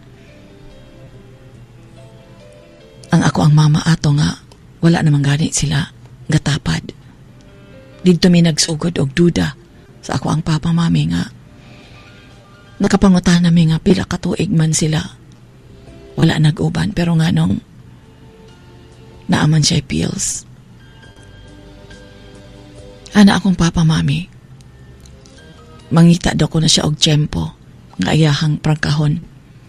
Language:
Cebuano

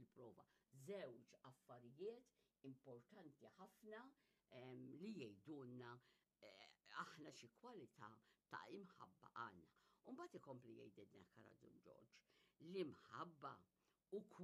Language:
Maltese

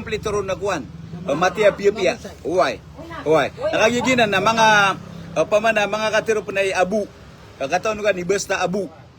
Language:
Maranao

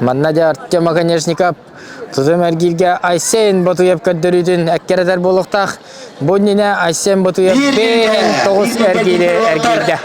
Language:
Yakut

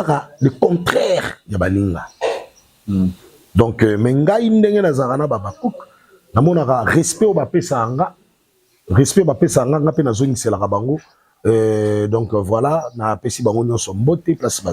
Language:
Lingala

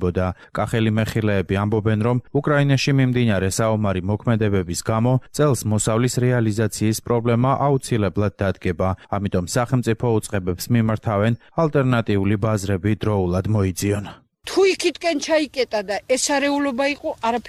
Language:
Georgian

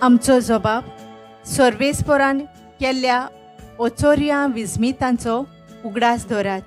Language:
Konkani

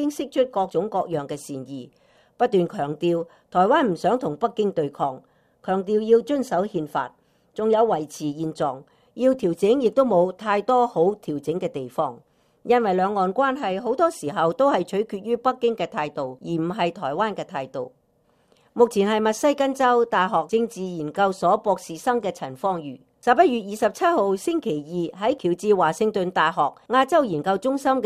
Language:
Cantonese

